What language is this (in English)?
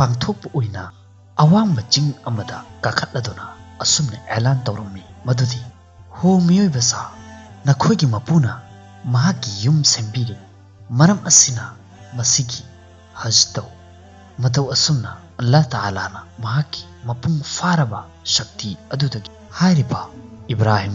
Manipuri